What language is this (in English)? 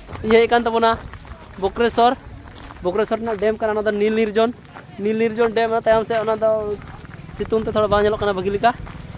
Santali